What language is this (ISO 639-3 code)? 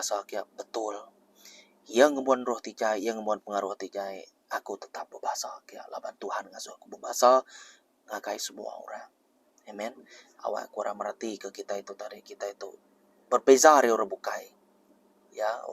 iba